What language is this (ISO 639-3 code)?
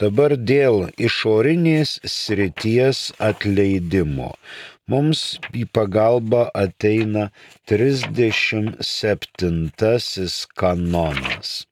lit